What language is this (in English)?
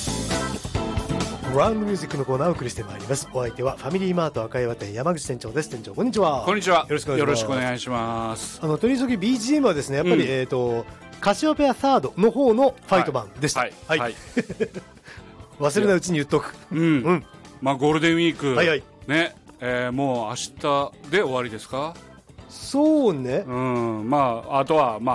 Japanese